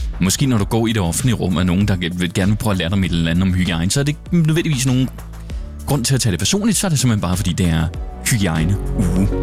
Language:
Danish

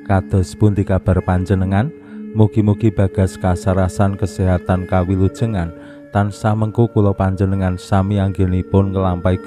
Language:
Javanese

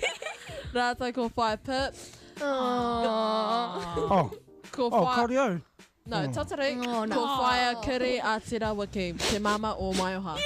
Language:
Māori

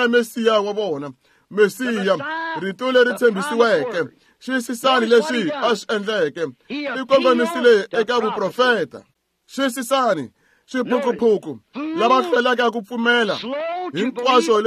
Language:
Tsonga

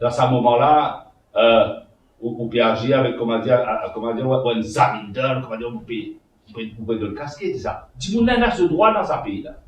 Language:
Morisyen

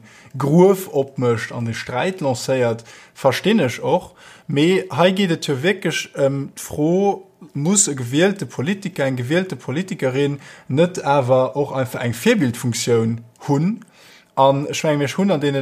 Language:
Luxembourgish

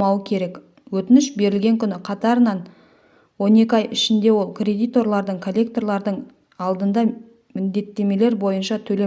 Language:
Kazakh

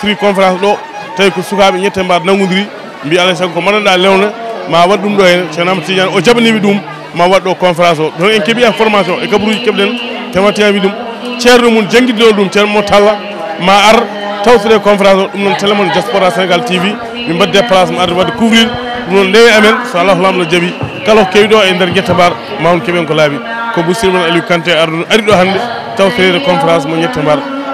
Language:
Fula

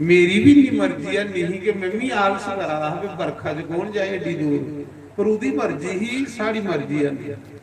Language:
Dogri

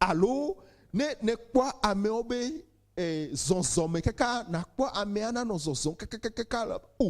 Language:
Ewe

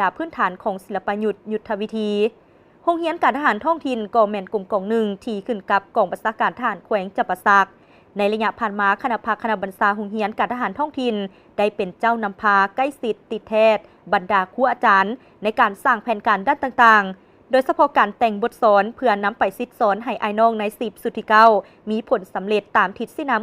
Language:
Lao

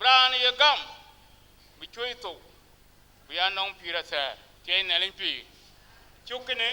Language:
Dinka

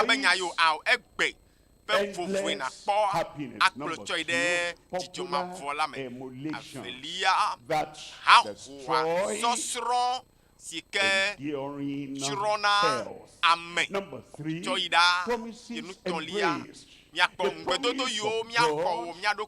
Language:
Ewe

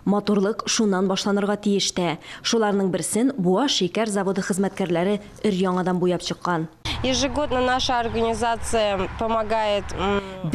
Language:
Tatar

